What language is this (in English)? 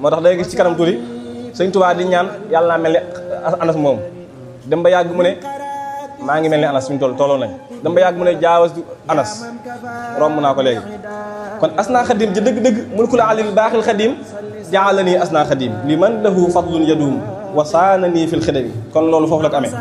Wolof